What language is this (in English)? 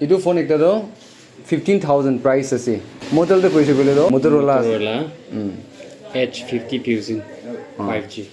Naga Pidgin